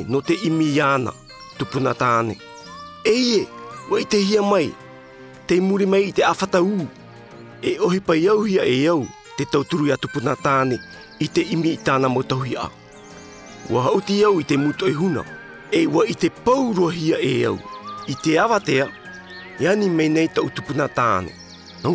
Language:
Tahitian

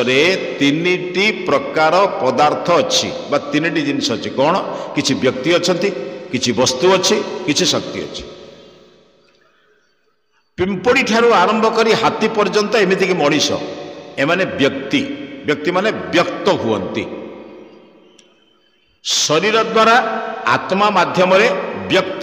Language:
Odia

